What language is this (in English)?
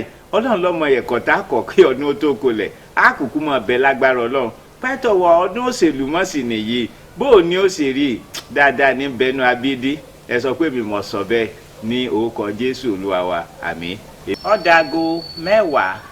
Yoruba